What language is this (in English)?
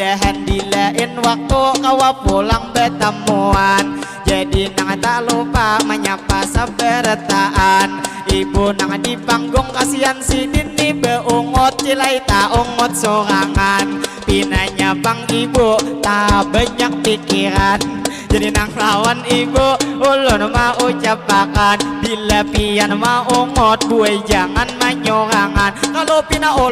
Banjar